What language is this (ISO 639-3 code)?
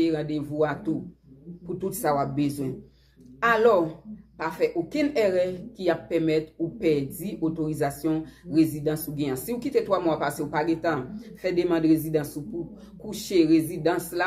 hat